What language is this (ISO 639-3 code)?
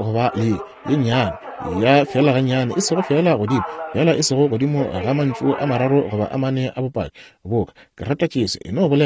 nso